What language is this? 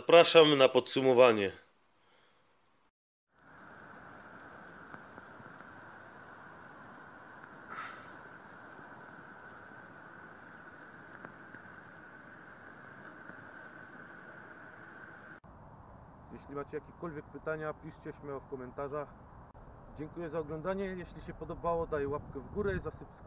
Polish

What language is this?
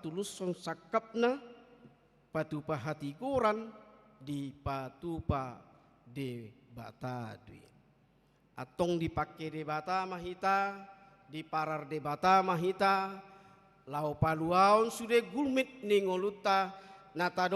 Batak Toba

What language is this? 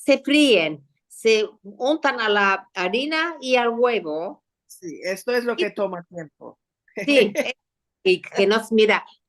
Ladino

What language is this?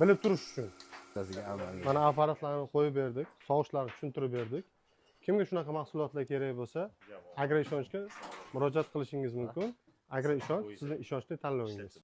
Uzbek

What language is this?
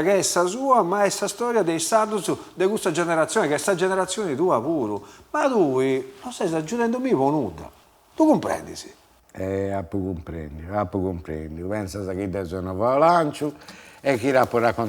Sardinian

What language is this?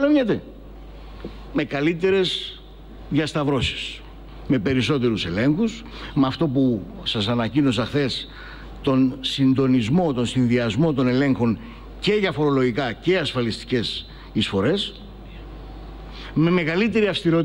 Greek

